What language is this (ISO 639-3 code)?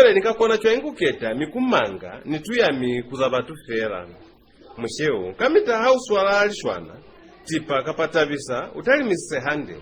loz